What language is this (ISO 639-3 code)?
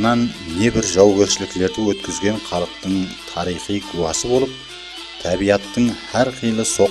kaa